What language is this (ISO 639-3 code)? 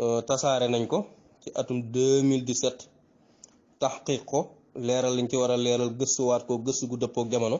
wol